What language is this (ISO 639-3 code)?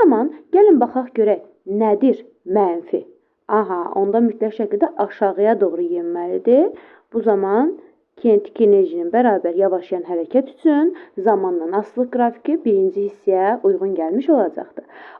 aze